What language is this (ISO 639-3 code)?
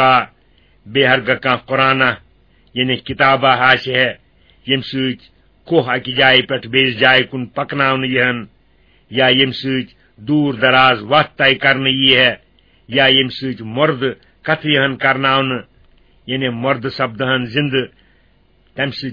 kas